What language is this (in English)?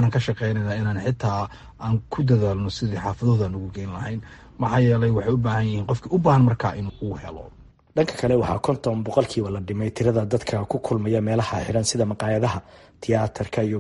Somali